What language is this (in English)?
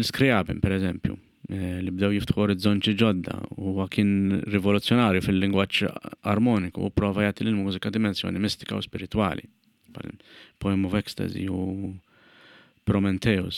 Maltese